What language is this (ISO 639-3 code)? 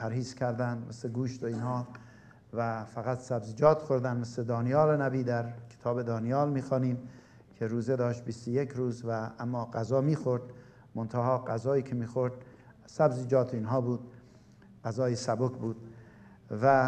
fas